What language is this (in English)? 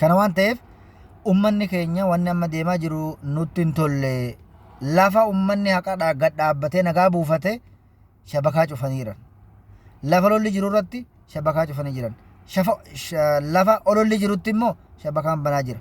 Oromo